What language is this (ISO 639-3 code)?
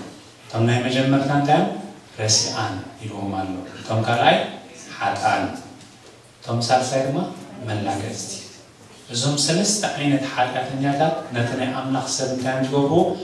tir